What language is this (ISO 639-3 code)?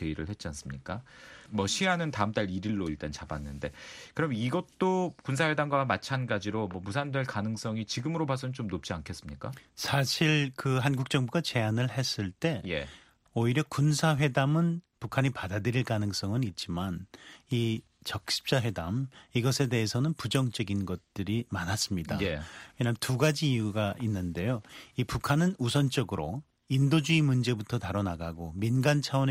kor